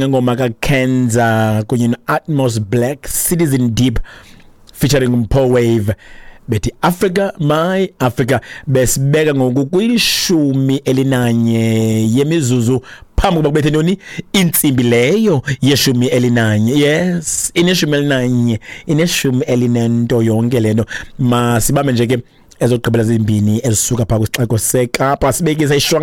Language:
Xhosa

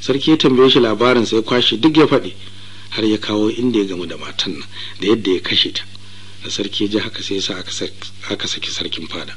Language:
Hausa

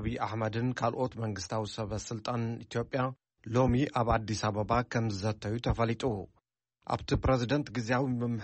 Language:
Tigrinya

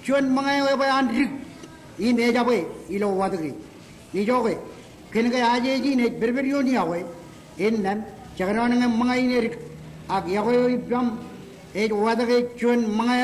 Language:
Marshallese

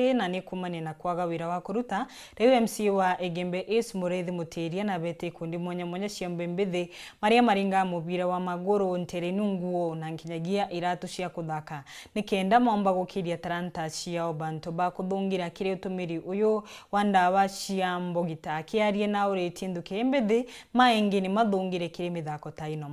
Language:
Meru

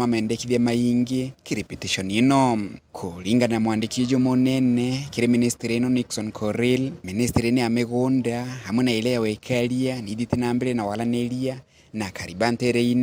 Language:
Meru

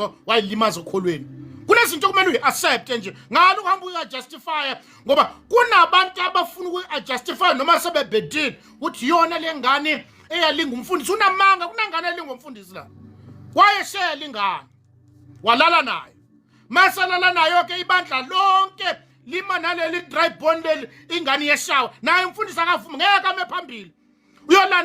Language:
Zulu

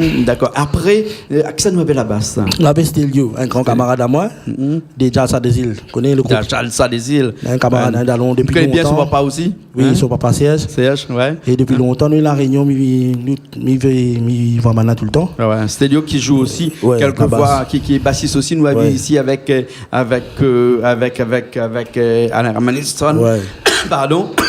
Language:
Réunion Creole French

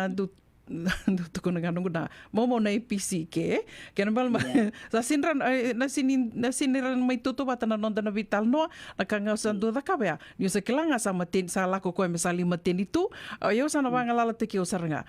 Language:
Fijian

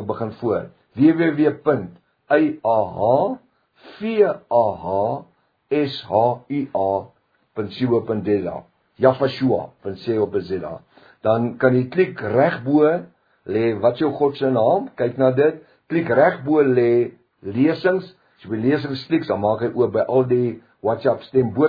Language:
Afrikaans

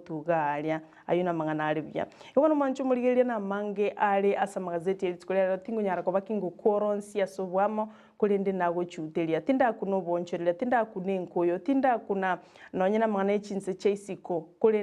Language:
Gusii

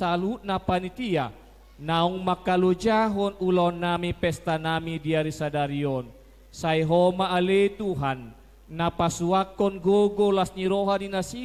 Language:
Batak Toba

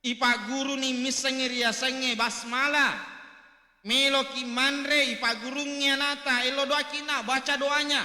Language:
Buginese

